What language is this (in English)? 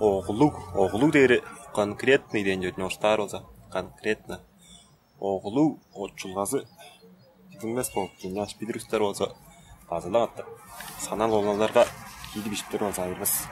Tuvinian